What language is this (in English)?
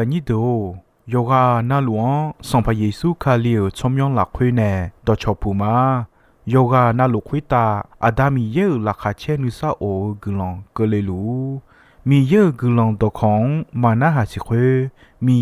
Akha